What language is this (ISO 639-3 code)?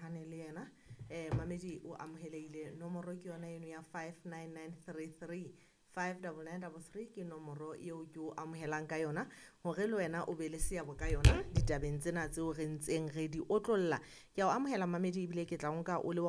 sot